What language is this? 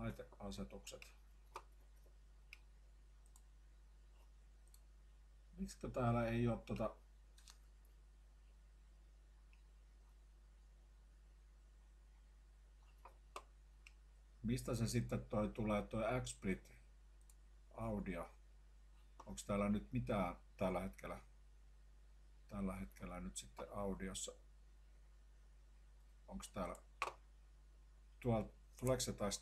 Finnish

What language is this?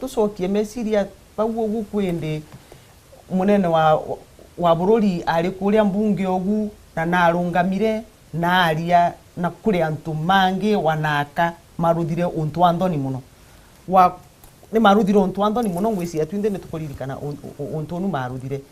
Meru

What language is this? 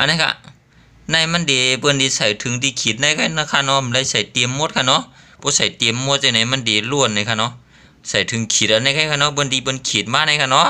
Shan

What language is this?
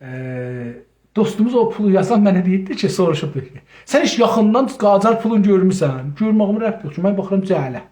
South Azerbaijani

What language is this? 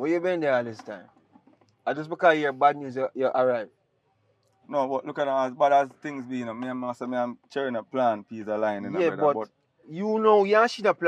Jamaican Creole English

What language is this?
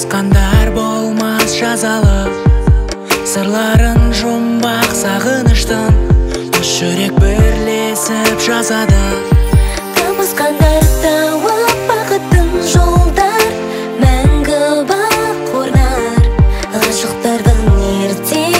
Kazakh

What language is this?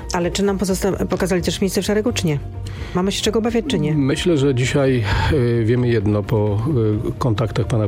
Polish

